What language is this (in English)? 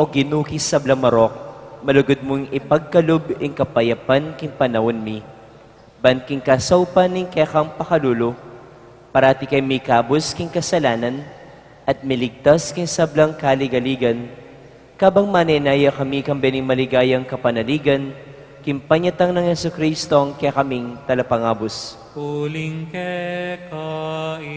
Pampanga